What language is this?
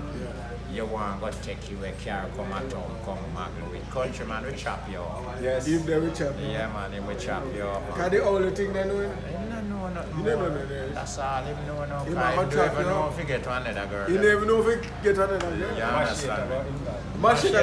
Jamaican Creole English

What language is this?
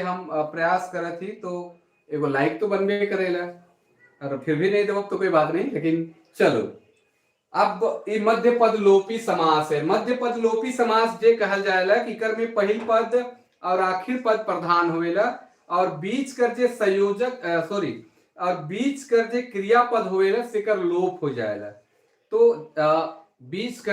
Sadri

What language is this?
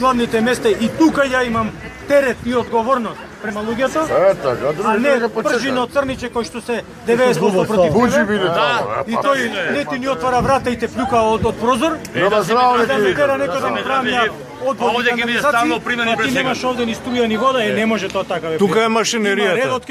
Macedonian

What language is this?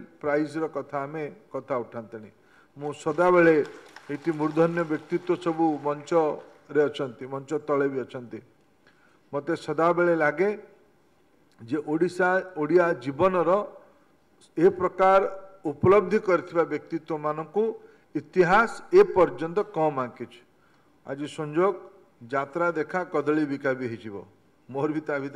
Odia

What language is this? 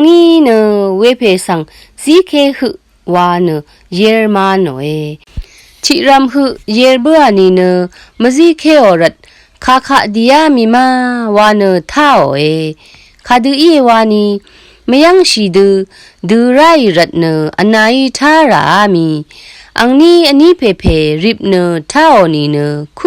Rawang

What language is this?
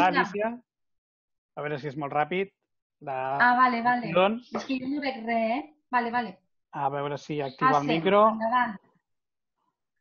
Catalan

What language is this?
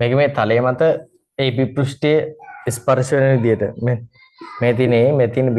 Sinhala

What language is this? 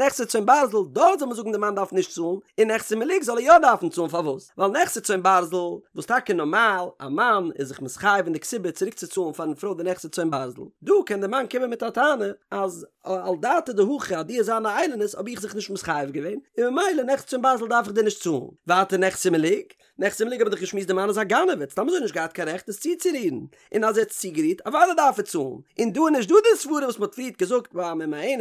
Yiddish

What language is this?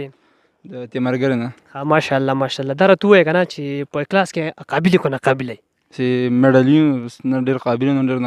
Pashto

